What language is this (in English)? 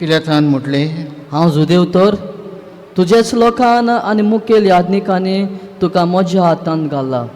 Konkani